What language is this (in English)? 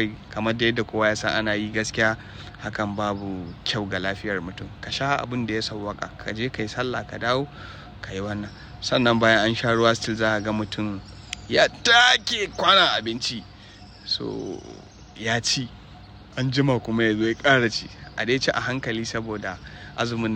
Hausa